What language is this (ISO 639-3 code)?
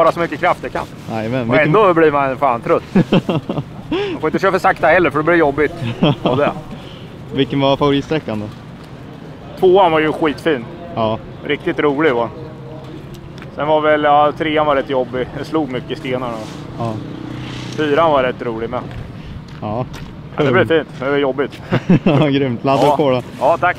swe